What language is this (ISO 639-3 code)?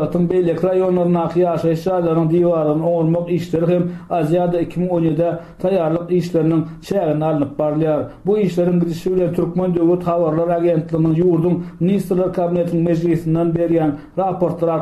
tuk